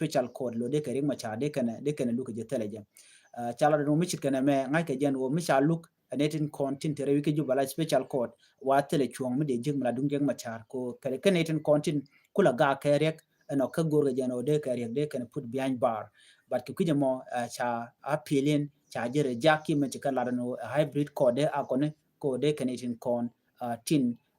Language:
Nuer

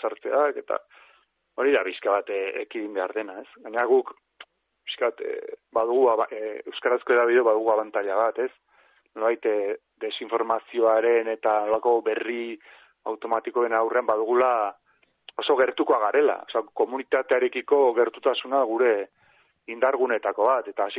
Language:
Basque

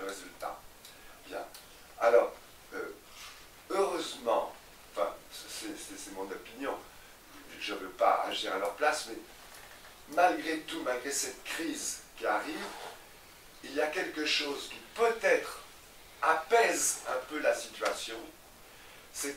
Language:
French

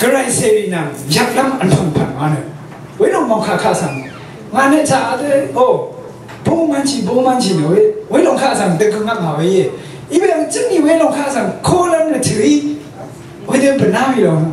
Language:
Rawang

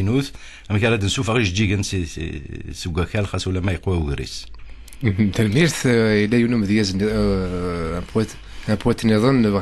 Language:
Kabyle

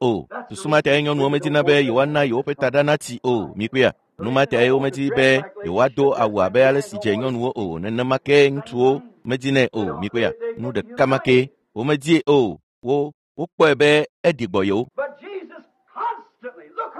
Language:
Ewe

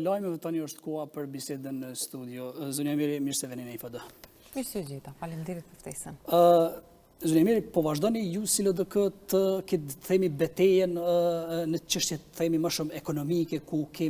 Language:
Albanian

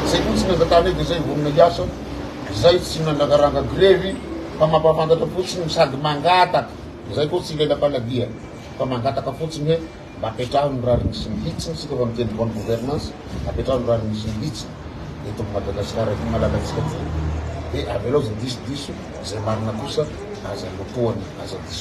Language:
Malagasy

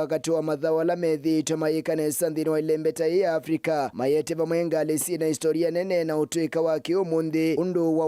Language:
Kamba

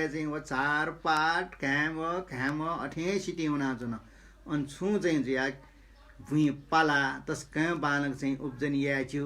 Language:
Newari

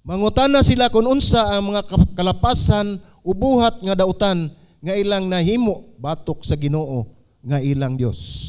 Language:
Cebuano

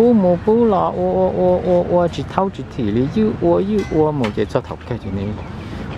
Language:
Hmong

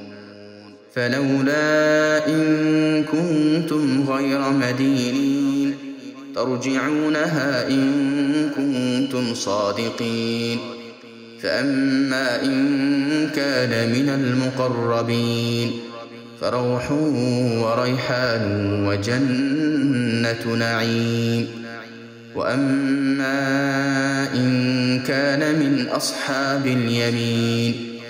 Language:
Arabic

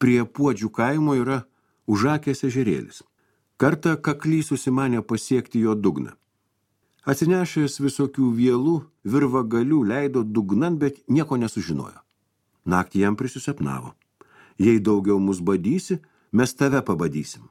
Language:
Lithuanian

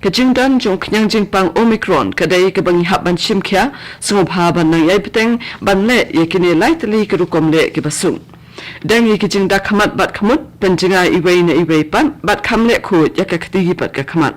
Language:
Khasi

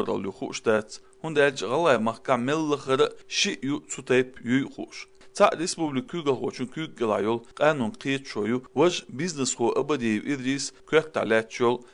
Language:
Chechen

